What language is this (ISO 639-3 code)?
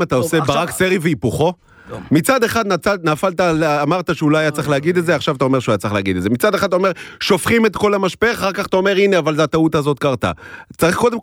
heb